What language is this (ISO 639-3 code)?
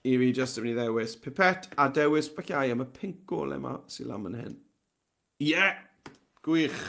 cym